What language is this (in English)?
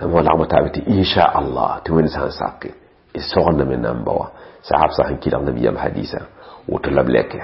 Mossi